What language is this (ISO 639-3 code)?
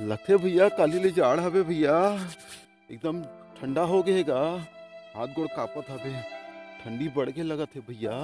hne